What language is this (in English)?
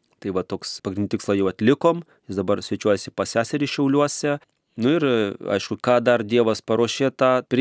Lithuanian